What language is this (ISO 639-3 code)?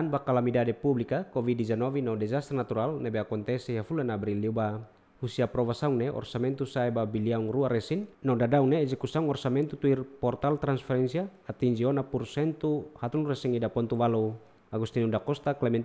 tet